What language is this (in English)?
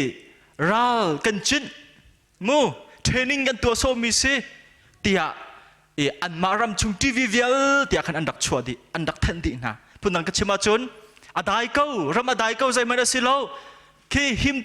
Hakha Chin